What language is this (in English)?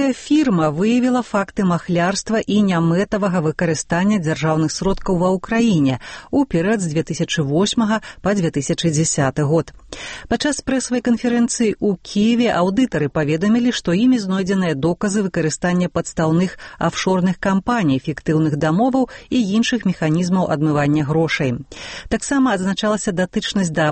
Belarusian